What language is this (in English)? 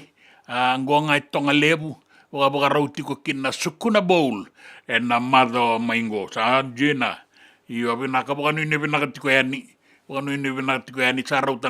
Fijian